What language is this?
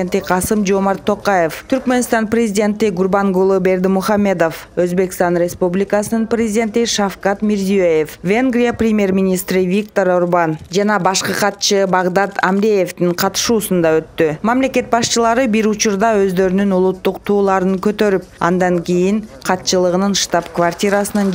Kyrgyz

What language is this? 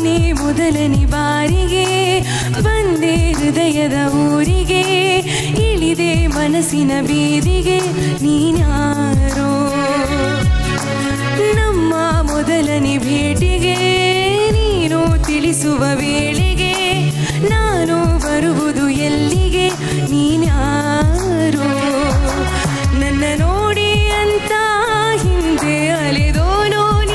Kannada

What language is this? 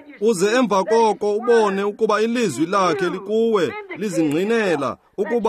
Xhosa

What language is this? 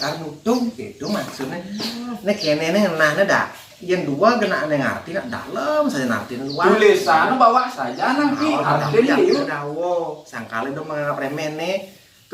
Balinese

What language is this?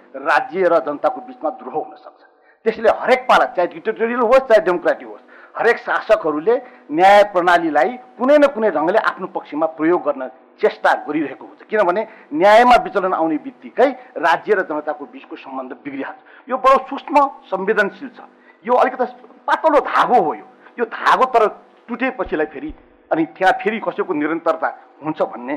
Nepali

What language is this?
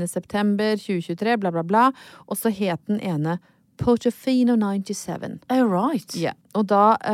Norwegian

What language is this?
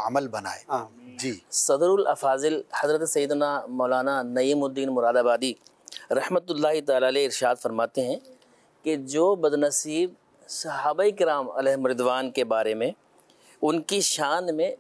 Urdu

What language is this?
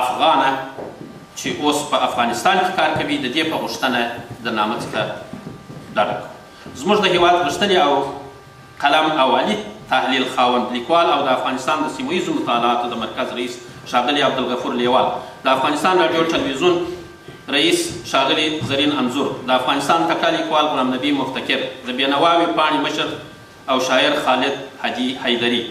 Pashto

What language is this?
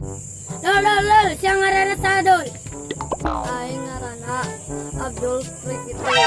Sundanese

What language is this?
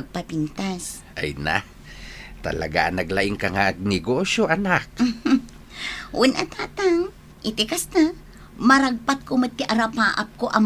Iloko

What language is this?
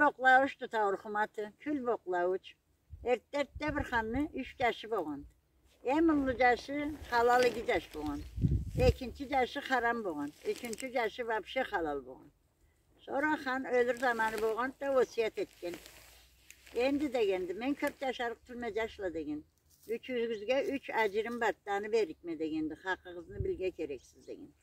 Karachay-Balkar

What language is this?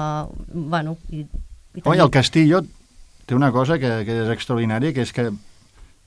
Catalan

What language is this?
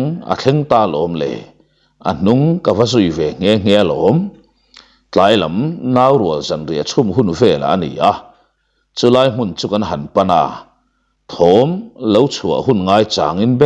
Mizo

